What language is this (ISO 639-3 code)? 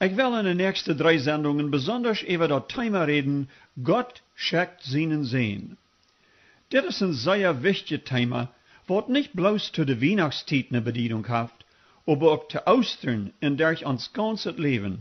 pdt